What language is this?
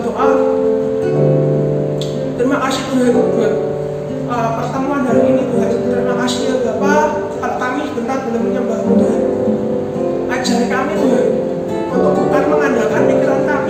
Indonesian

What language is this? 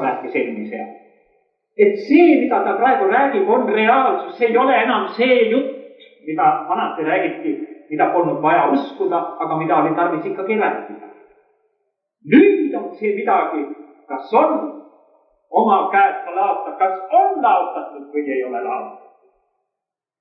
Estonian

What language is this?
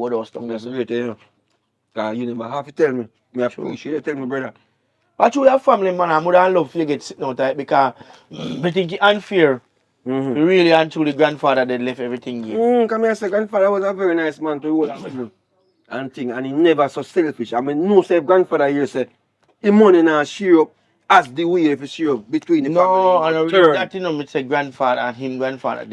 Jamaican Creole English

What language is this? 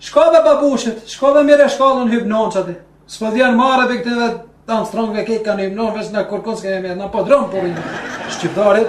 Albanian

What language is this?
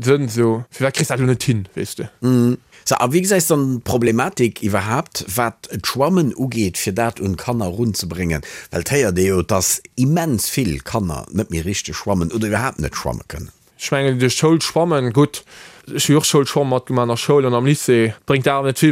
Luxembourgish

